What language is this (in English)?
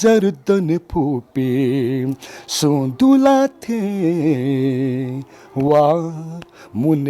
Newari